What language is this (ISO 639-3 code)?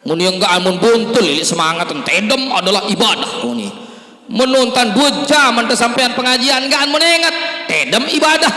sas